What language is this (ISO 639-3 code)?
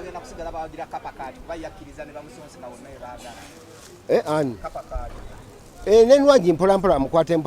lug